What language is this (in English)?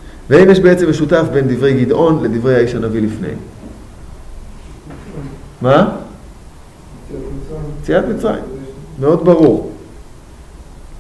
Hebrew